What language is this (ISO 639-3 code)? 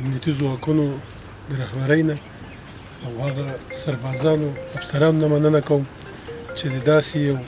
pus